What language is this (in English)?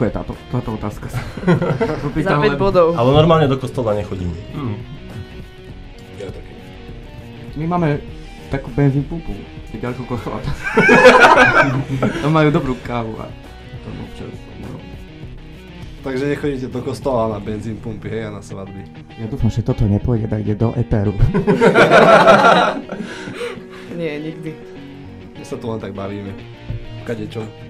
Slovak